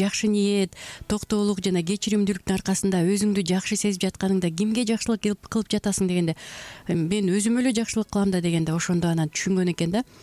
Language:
Kyrgyz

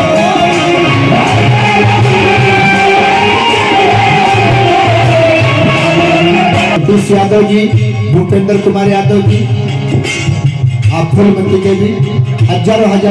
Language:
Bhojpuri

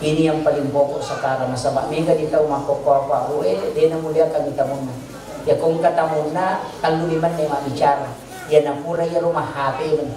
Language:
Buginese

